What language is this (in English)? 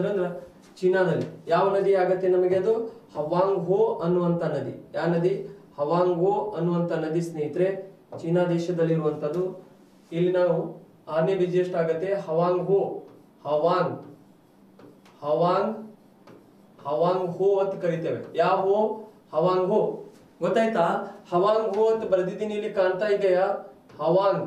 Kannada